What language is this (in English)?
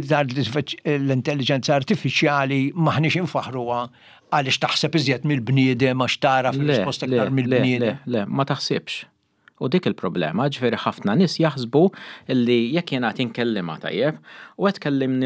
Maltese